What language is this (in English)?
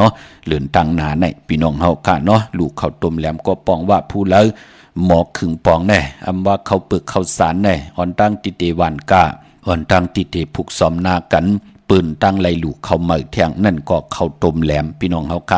Shan